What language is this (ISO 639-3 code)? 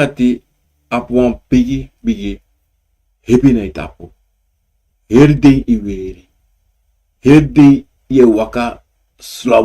srn